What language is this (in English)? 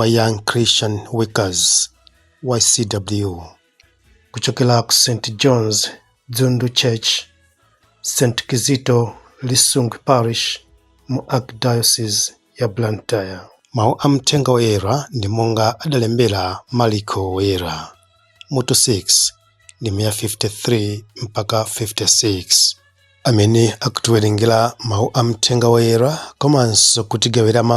Nyanja